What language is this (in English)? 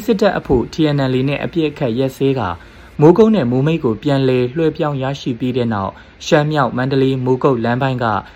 Burmese